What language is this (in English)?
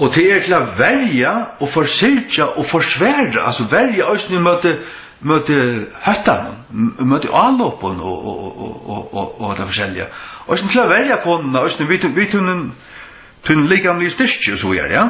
Faroese